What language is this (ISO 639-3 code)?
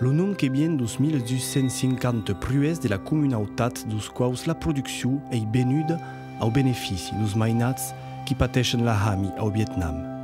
oci